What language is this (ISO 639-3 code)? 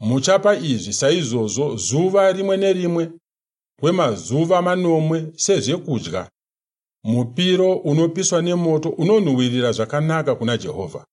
sna